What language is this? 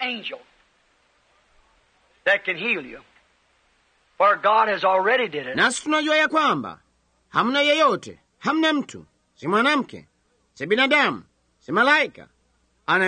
Swahili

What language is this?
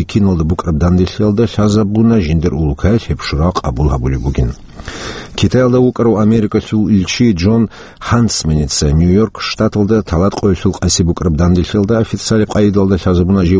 Avaric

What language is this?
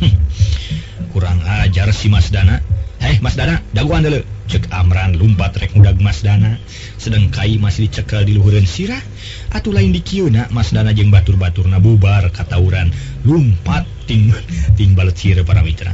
Sundanese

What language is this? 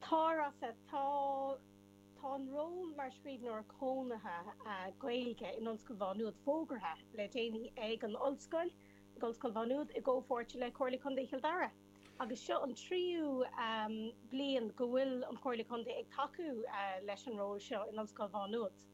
Irish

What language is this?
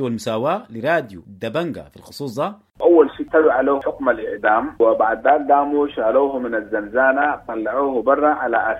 Sudanese Arabic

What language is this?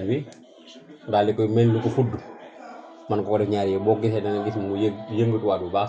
Wolof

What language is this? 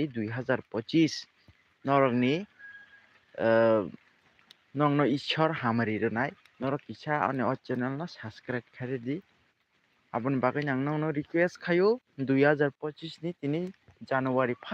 Kok Borok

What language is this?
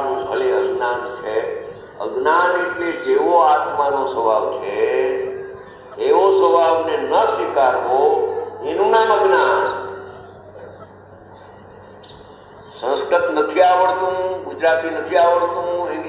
Gujarati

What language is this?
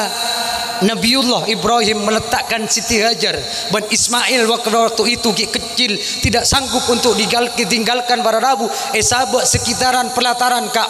Madurese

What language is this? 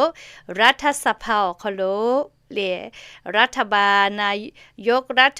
Lahu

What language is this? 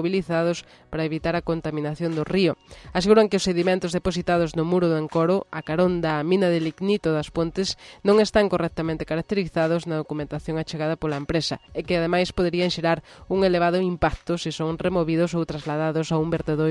Galician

